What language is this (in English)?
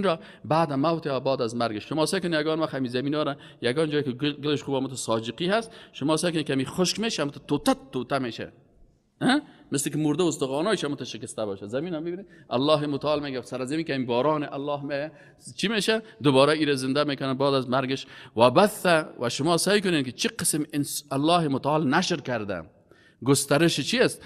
Persian